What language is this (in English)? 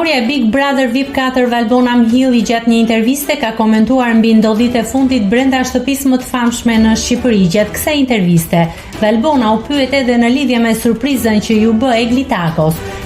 Albanian